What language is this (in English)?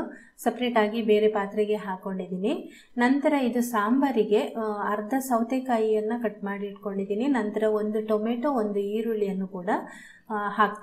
Kannada